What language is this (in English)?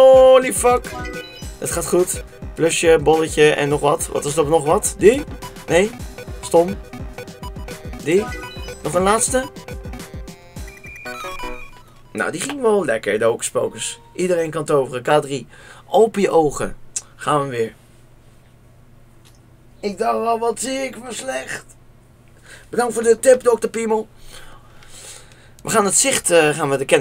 Dutch